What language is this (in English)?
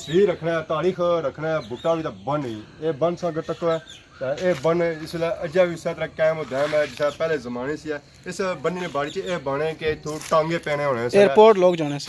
Pahari-Potwari